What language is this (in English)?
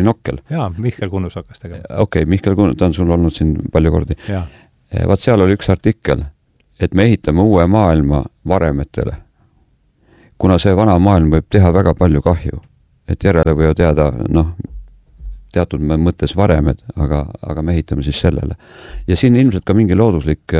Estonian